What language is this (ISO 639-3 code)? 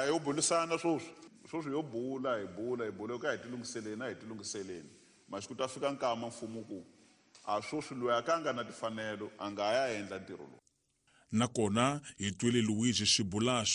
tso